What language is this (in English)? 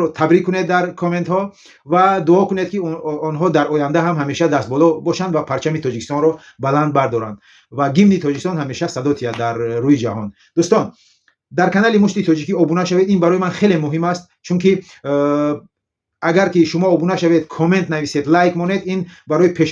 Tajik